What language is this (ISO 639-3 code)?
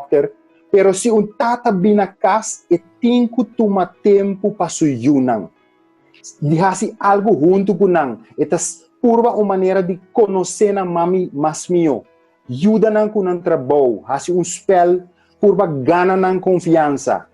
pap